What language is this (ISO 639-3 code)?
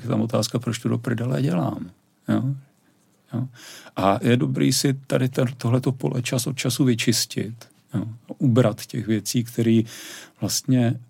ces